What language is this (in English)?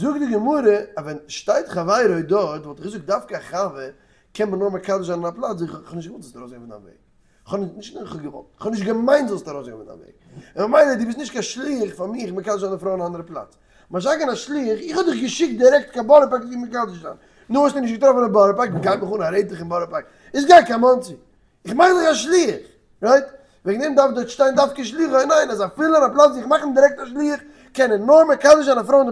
Yiddish